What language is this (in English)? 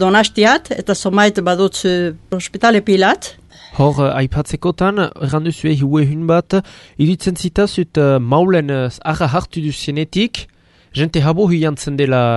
Basque